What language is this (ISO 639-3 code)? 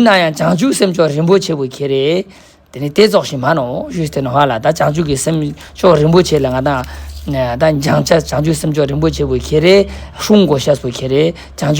lbj